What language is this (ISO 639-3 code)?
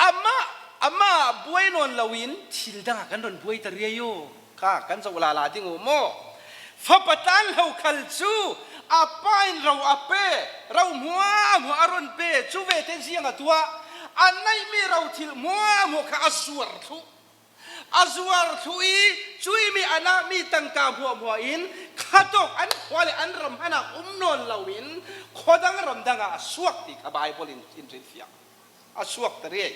cfm